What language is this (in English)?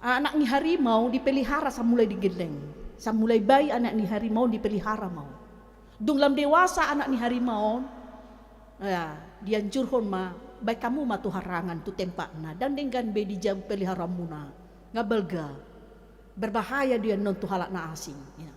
Batak Toba